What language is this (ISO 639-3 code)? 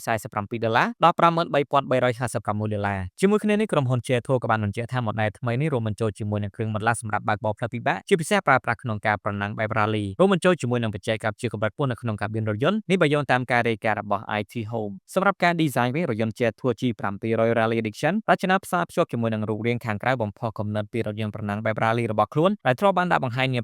khm